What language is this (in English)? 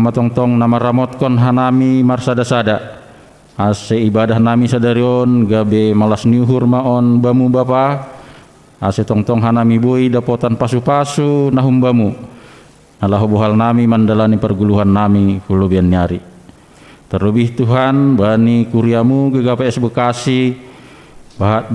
Batak Simalungun